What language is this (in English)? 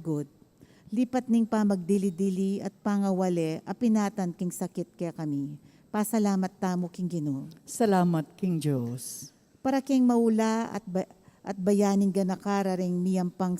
Pampanga